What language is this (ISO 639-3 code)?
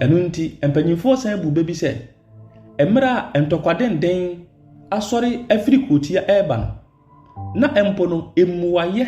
aka